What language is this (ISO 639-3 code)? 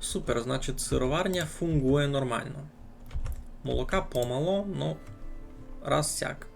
rue